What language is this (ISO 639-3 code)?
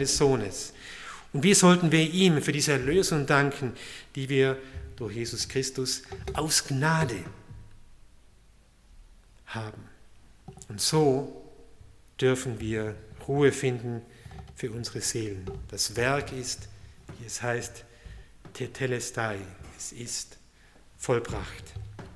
deu